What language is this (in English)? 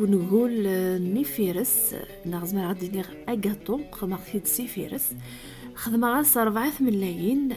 Kabyle